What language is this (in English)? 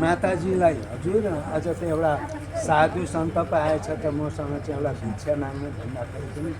Nepali